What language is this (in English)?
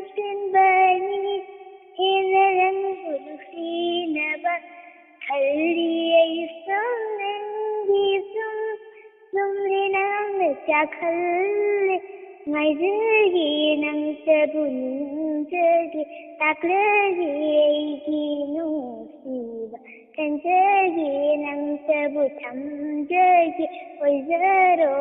Manipuri